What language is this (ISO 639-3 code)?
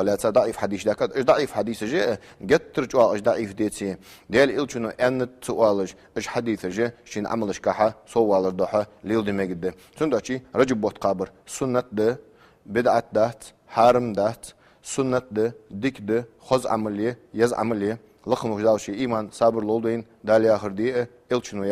inh